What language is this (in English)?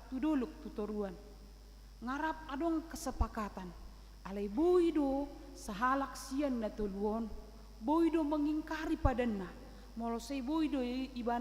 Batak Toba